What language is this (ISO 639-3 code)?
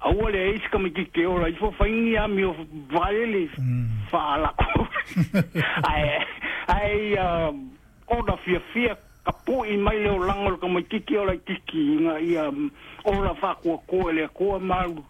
smo